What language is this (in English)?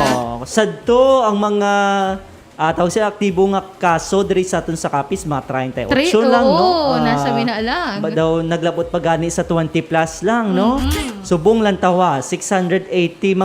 Hiligaynon